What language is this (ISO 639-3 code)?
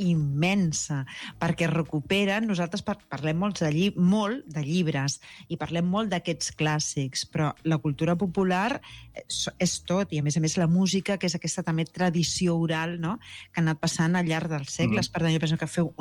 cat